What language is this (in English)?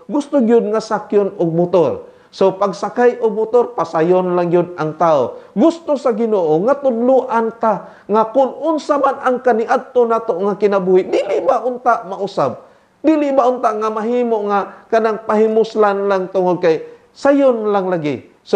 Cebuano